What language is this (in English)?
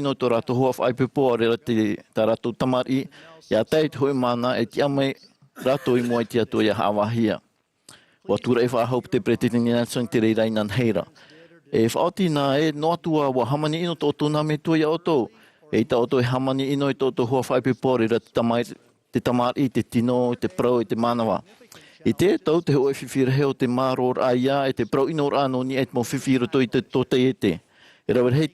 Tahitian